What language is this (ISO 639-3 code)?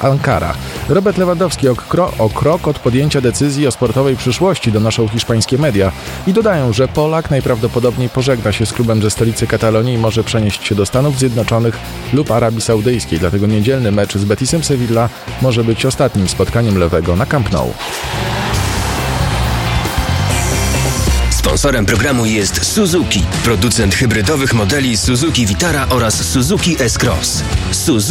pol